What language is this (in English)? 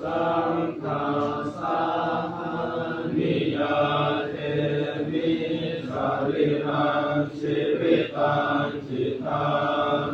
Pali